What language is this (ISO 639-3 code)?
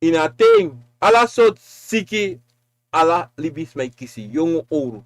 srn